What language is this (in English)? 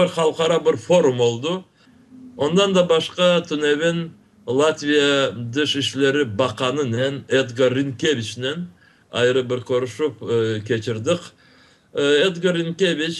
Crimean Tatar